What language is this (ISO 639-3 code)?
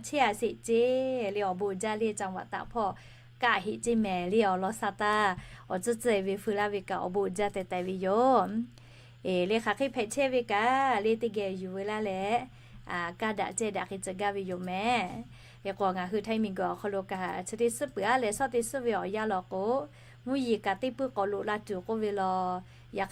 lhu